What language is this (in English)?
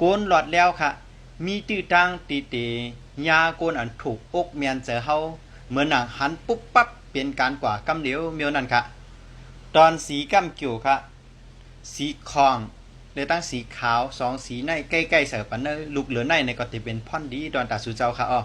Shan